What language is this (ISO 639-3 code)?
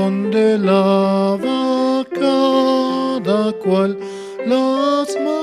quh